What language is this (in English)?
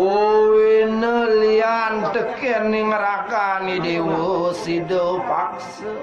Balinese